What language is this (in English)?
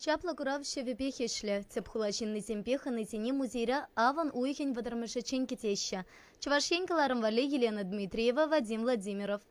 Chuvash